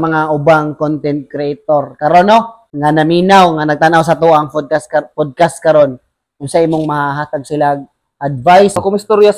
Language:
Cebuano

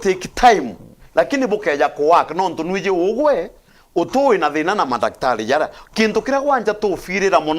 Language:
Meru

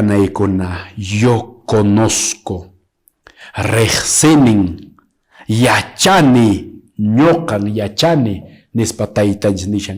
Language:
Quechua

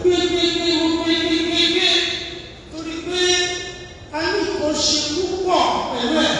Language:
Yoruba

